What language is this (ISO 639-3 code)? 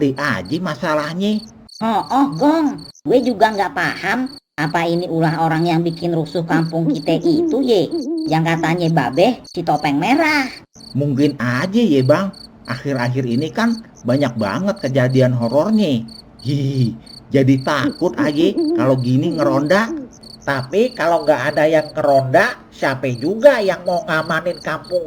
bew